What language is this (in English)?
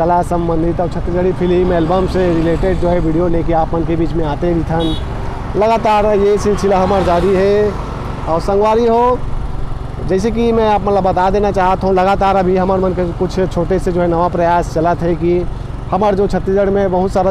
Chhattisgarhi